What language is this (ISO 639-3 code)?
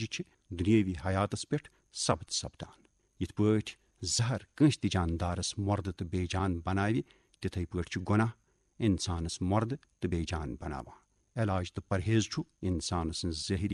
kas